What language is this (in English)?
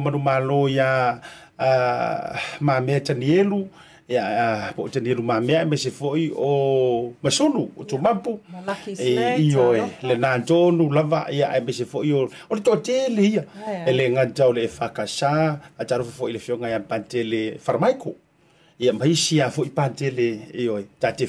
Samoan